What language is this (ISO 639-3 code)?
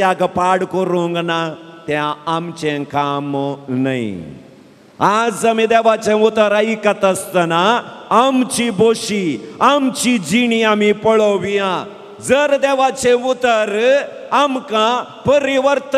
kok